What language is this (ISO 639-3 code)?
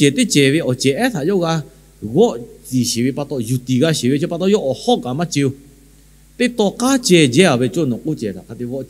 lhu